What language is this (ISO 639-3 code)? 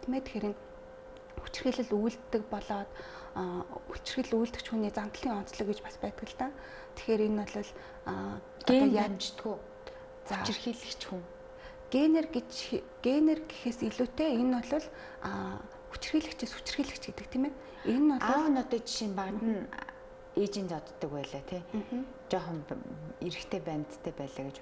mon